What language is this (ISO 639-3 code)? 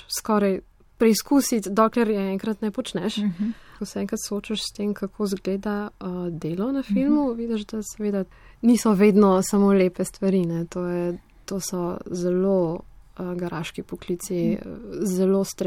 slv